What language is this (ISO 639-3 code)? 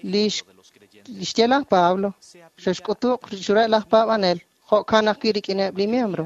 kek